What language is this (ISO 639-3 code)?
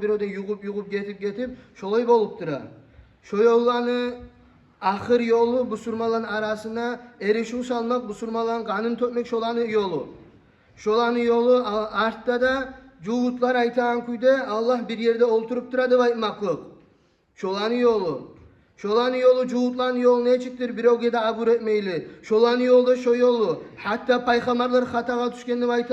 kum